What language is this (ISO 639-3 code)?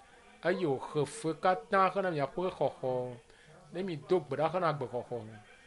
ewe